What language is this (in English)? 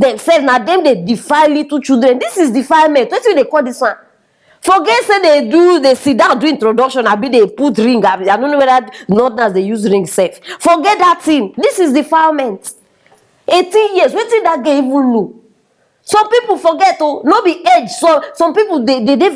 Nigerian Pidgin